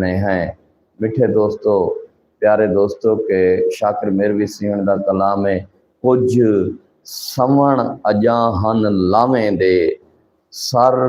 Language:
Saraiki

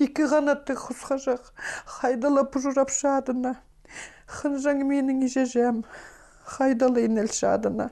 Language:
Khakas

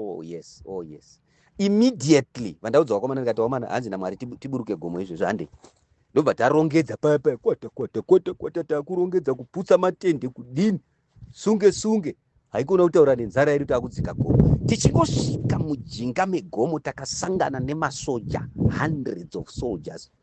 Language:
Shona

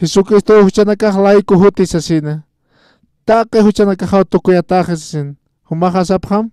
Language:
Aymara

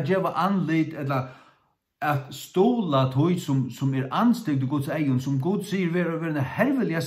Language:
Faroese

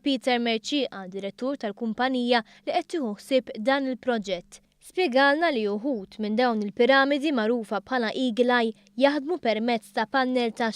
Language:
Maltese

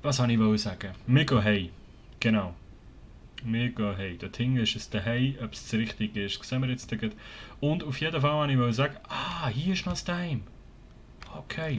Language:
Swiss German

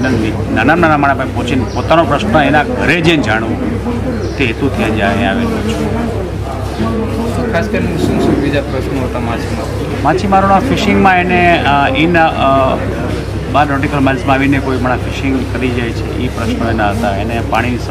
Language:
Gujarati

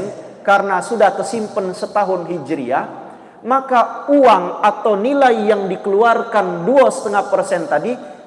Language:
Musi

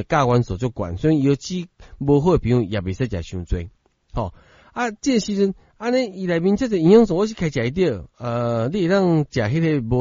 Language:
Min Nan Chinese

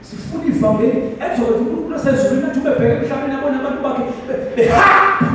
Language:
Zulu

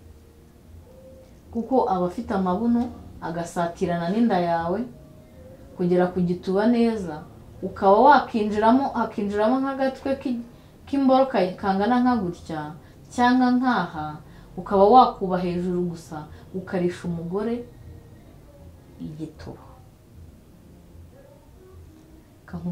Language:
Kinyarwanda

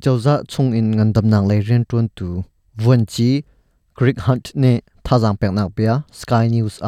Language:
Hakha Chin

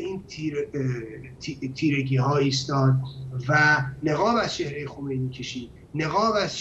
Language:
Persian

